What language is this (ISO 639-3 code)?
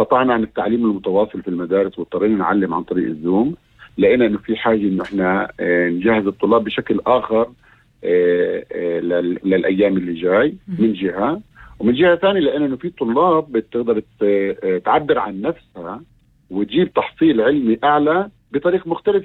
apc